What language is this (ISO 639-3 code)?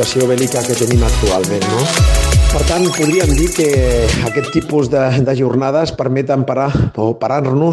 cat